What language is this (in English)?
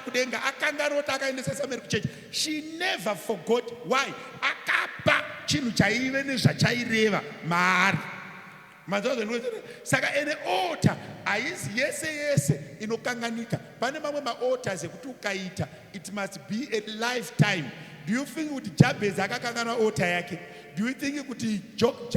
Shona